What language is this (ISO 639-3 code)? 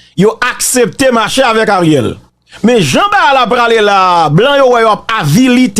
hat